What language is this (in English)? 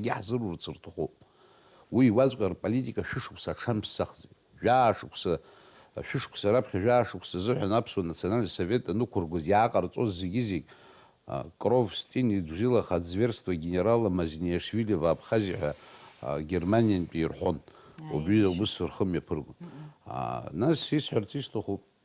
Abkhazian